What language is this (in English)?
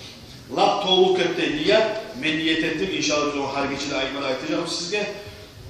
Kumyk